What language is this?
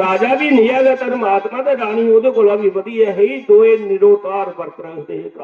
Dogri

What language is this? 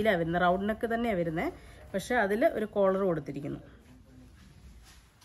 Malayalam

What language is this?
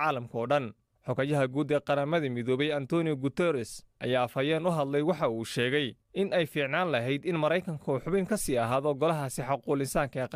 Somali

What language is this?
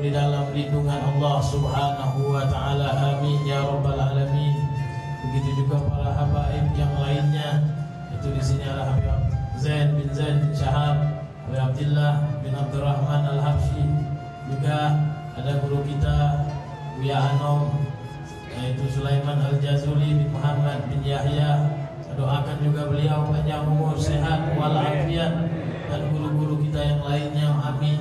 Indonesian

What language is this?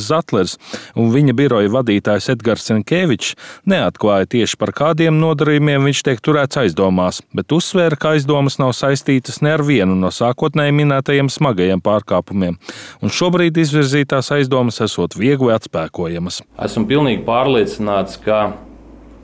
Latvian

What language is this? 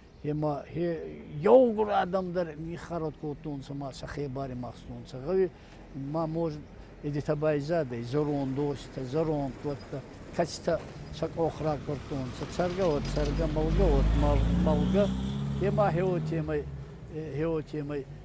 Ossetic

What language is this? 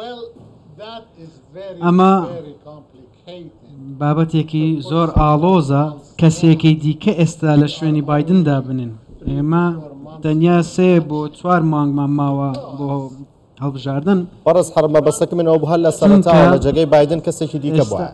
Central Kurdish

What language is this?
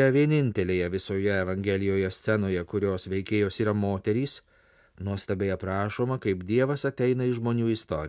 Lithuanian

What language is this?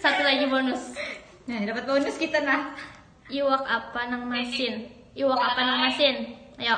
Banjar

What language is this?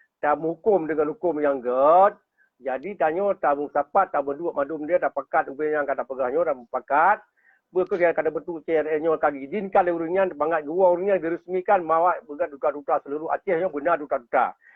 Achinese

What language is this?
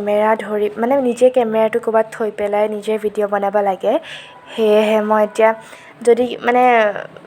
Assamese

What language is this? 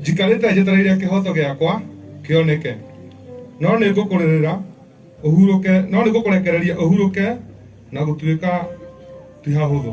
Kikuyu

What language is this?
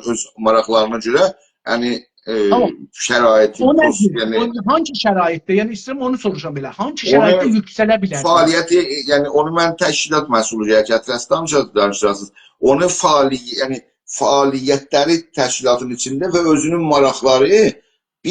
South Azerbaijani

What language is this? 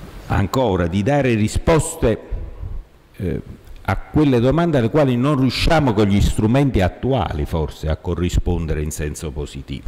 Italian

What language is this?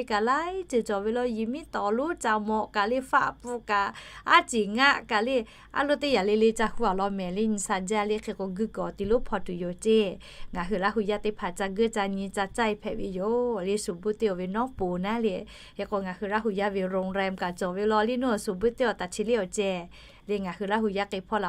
Lahu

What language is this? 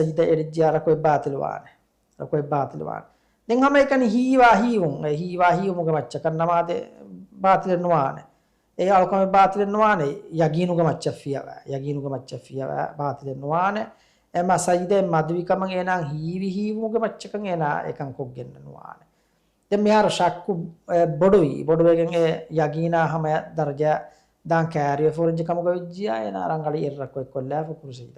Divehi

